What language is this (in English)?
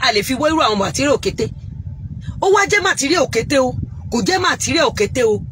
Yoruba